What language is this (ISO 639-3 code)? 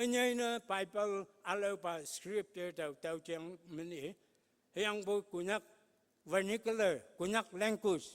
nbe